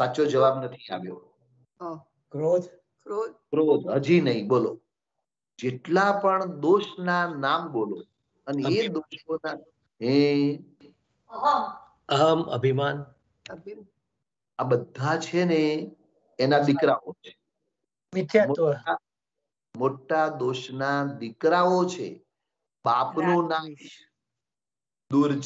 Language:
Gujarati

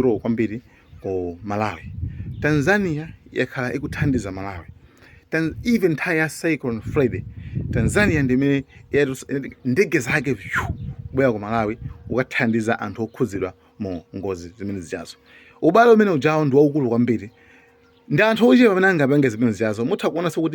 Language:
Nyanja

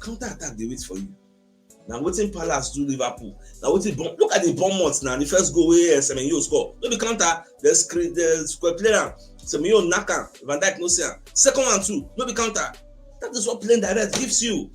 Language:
Nigerian Pidgin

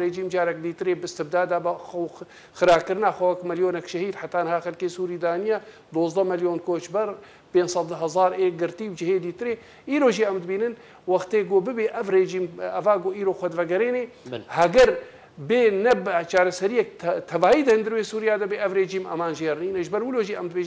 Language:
Kurdish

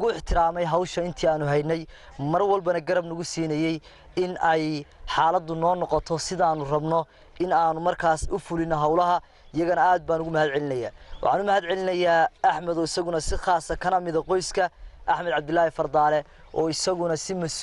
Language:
Somali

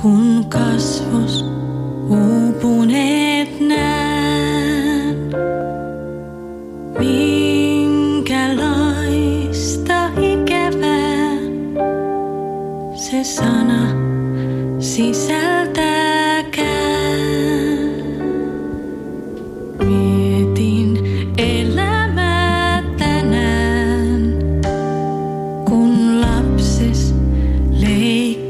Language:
Finnish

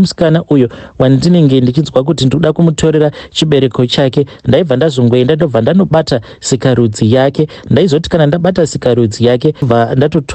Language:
Shona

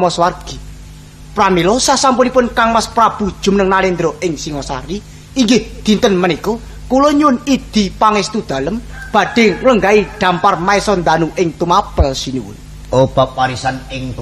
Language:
Javanese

